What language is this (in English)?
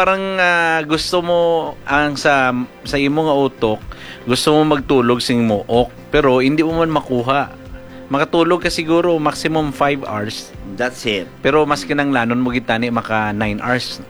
Hiligaynon